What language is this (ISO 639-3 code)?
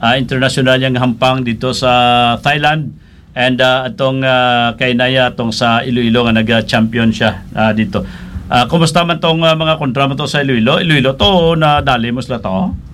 hil